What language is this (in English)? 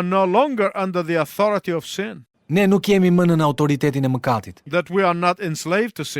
Albanian